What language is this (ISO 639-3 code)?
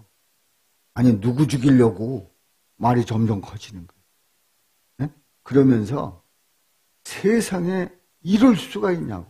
kor